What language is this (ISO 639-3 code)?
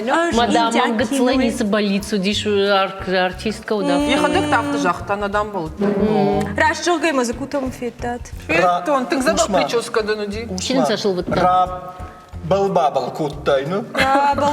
oss